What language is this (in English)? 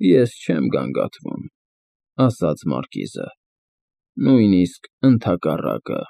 Armenian